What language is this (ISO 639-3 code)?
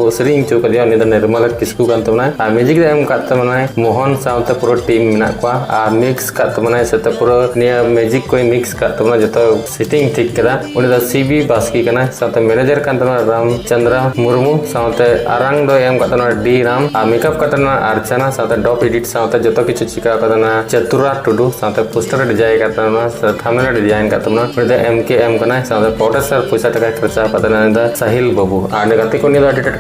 sat